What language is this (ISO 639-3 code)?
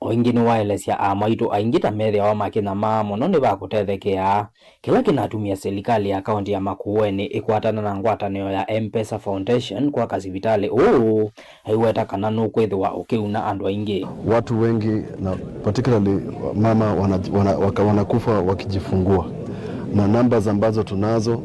kam